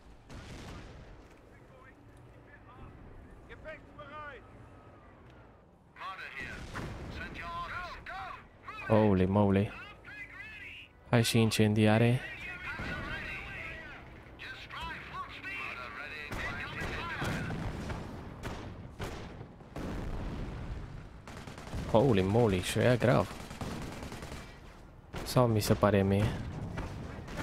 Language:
Romanian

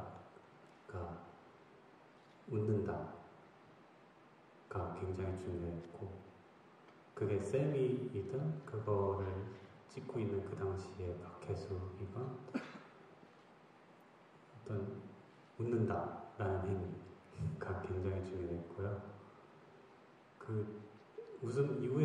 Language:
Korean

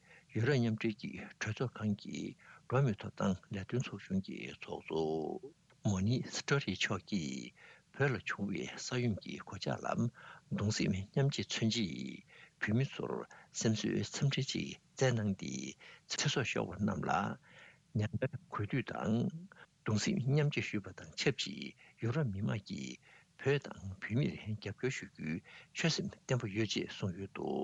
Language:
Tibetan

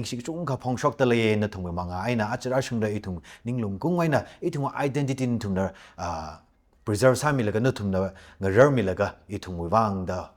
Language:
Tangkhul Naga (India)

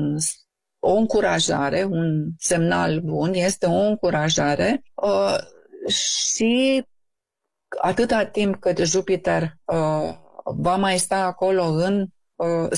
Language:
Romanian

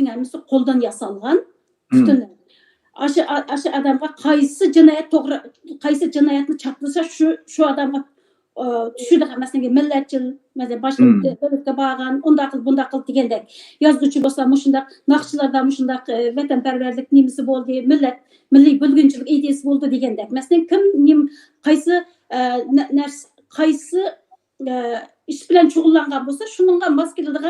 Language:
Uyghur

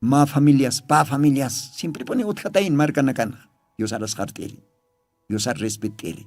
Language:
Aymara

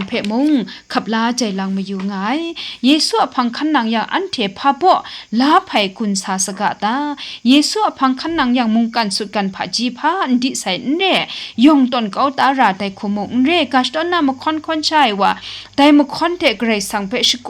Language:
Kachin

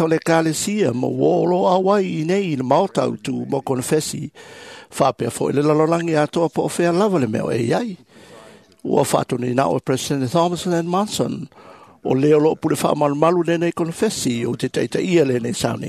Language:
Samoan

